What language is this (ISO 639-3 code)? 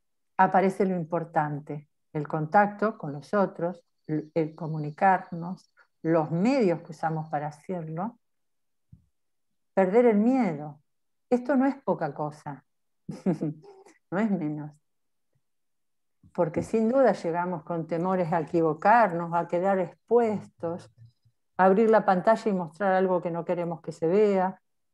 spa